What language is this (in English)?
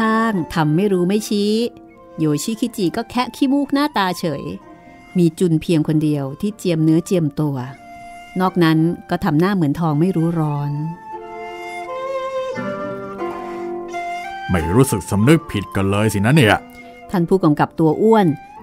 Thai